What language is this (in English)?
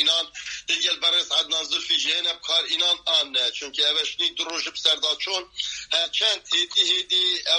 Kurdish